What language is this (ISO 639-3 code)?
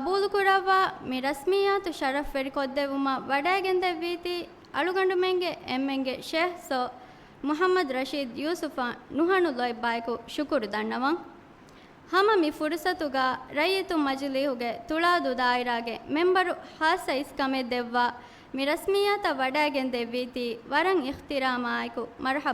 div